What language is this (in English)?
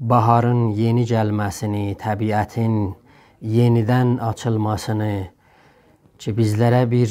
South Azerbaijani